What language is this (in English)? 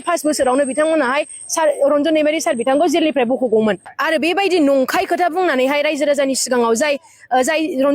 Bodo